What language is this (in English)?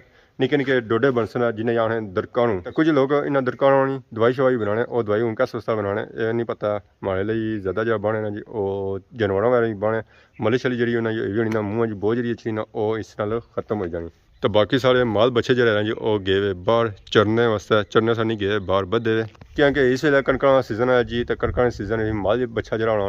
Pahari-Potwari